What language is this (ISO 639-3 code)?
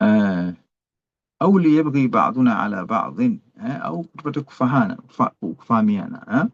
swa